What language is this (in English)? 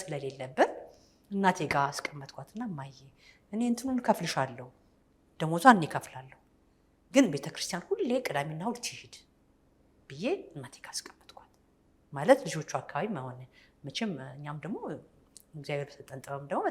Amharic